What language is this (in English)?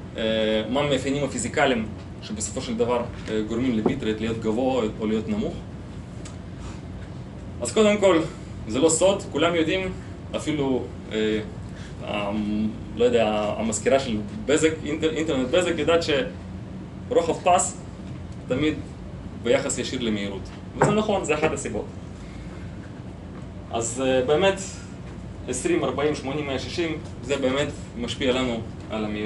Hebrew